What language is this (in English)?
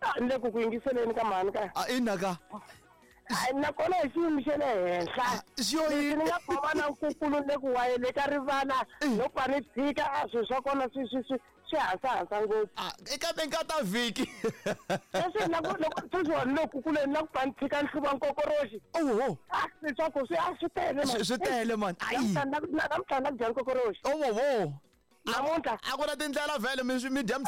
Tsonga